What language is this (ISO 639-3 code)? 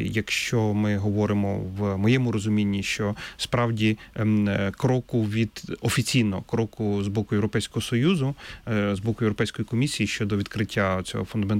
ukr